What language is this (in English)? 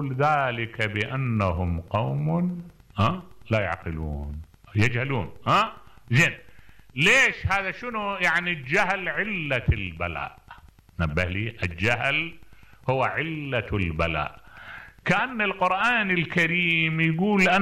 Mesopotamian Arabic